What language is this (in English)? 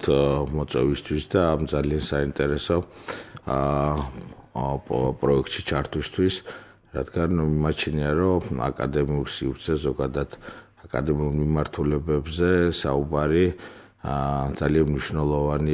Georgian